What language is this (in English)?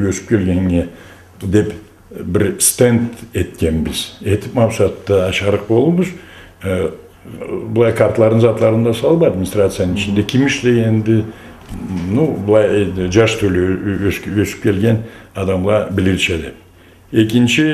Karachay-Balkar